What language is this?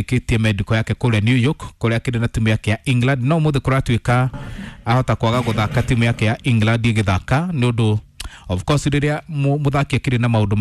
Kikuyu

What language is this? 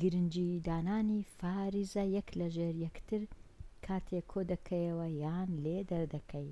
Central Kurdish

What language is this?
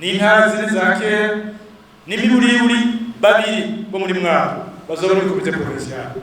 Rundi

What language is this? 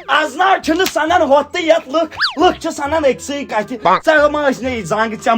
Kashmiri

